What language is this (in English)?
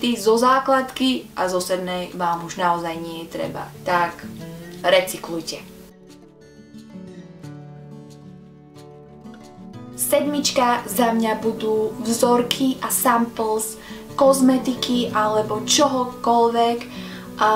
Slovak